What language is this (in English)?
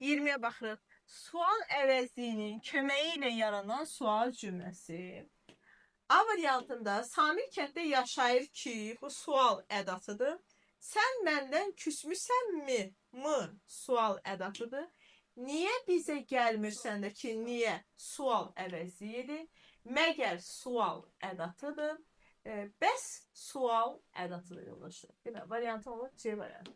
Azerbaijani